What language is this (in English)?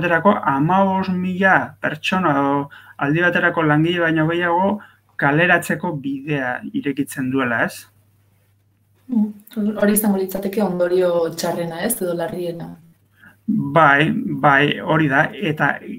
Basque